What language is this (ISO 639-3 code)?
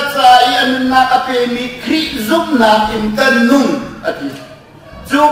cnh